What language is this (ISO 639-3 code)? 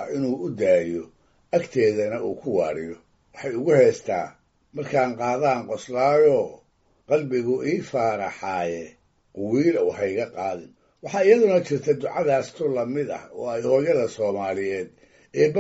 som